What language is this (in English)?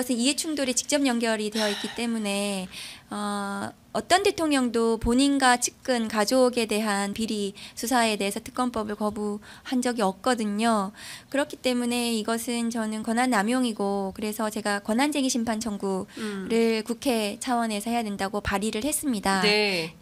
Korean